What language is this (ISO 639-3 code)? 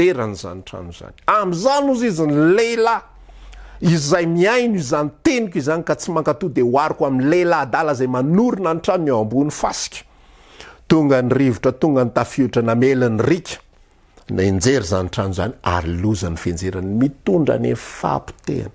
mlg